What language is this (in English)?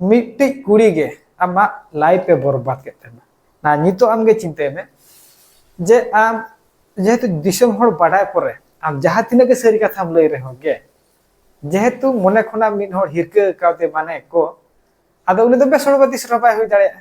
Santali